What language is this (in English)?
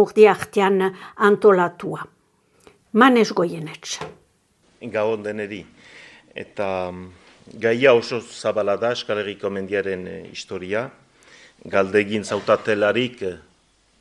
Basque